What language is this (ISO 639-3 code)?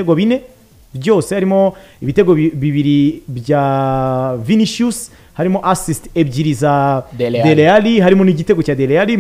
kin